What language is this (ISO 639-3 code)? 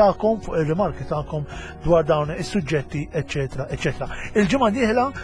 mlt